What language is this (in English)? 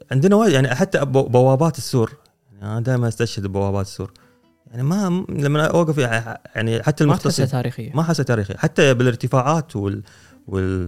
Gulf Arabic